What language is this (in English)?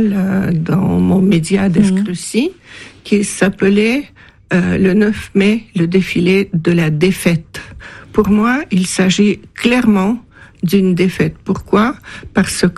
French